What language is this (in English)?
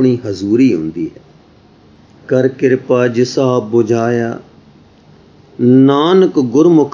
Punjabi